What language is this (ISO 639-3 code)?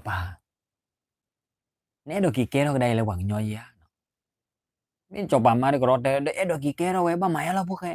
ksw